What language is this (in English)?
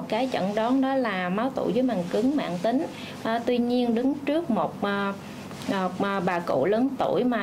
Vietnamese